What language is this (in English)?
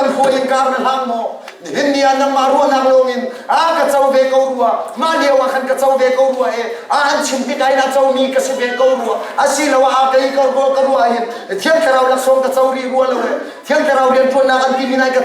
Hakha Chin